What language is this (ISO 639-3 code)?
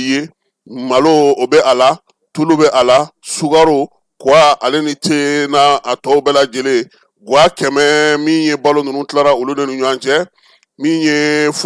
bam